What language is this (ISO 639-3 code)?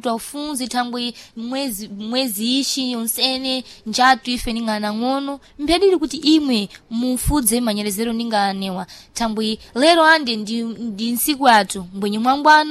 seh